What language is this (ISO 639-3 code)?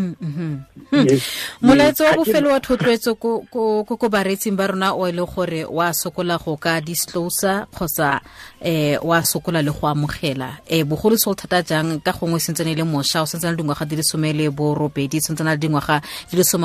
tsn